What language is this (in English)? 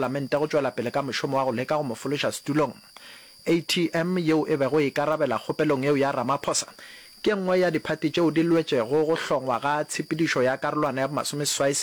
Northern Sotho